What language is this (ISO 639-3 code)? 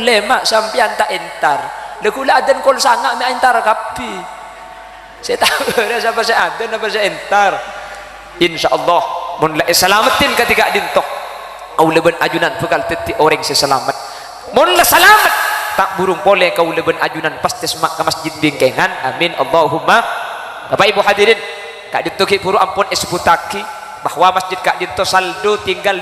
mad